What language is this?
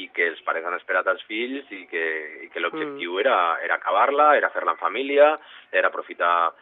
Catalan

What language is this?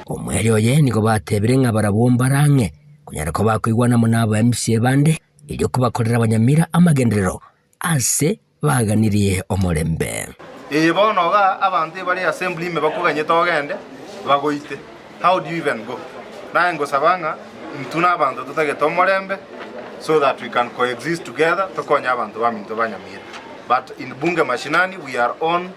Gusii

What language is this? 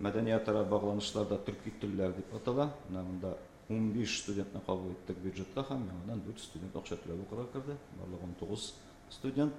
Tatar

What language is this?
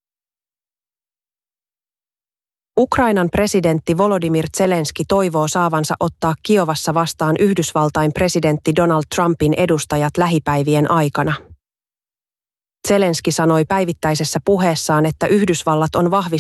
Finnish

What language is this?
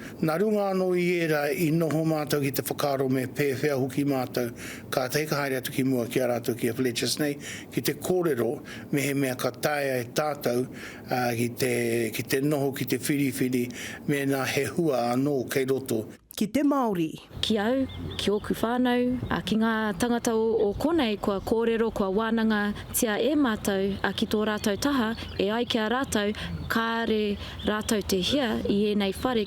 Māori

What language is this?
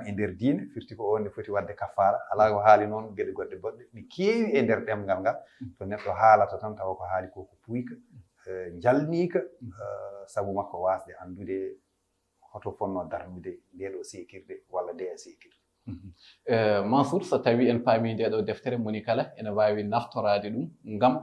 Fula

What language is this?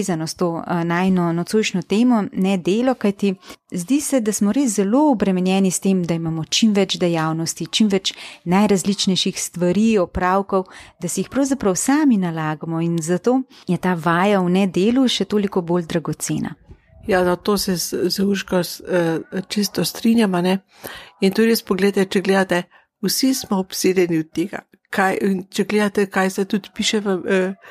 Slovenian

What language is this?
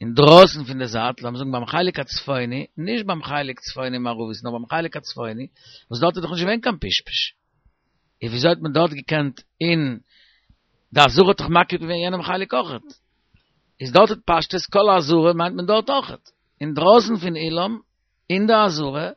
Yiddish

